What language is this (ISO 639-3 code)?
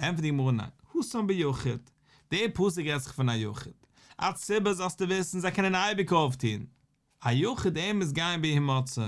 yid